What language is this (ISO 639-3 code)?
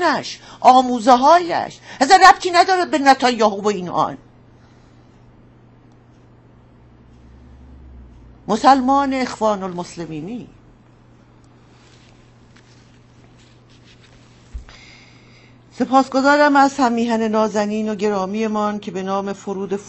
fas